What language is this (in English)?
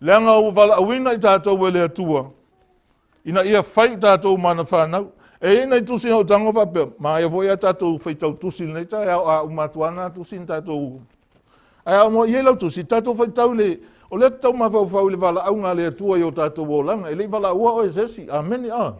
Samoan